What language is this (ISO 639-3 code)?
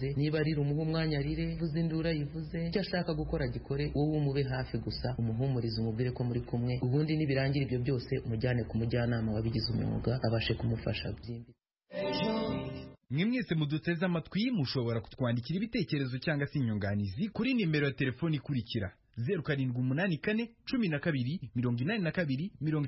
kin